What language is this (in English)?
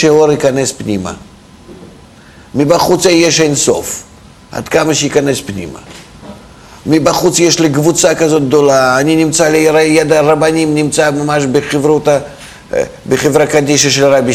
Hebrew